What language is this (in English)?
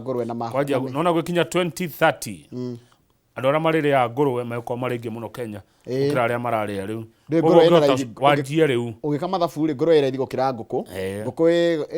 Kikuyu